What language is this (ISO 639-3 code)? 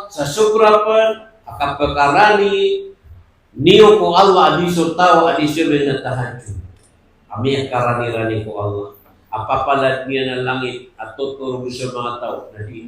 mrw